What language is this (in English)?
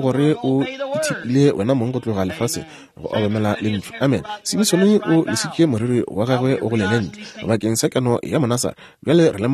Northern Sotho